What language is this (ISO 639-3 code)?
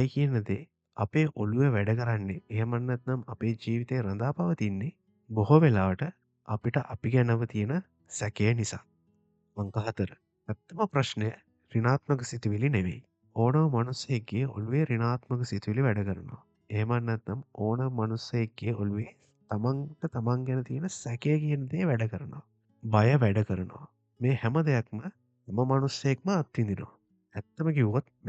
sin